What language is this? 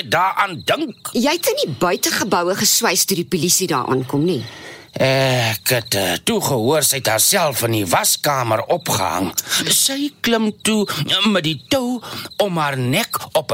Afrikaans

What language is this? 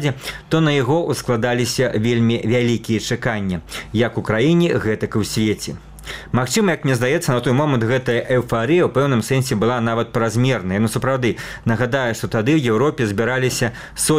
Belarusian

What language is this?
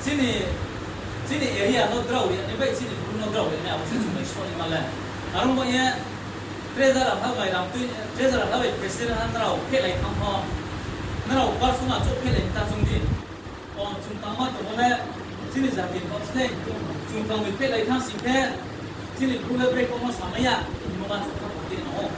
Riang (India)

